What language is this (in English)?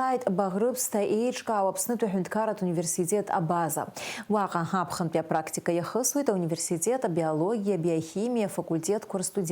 Abkhazian